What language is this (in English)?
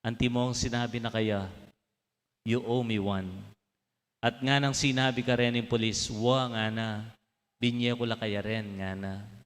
Pampanga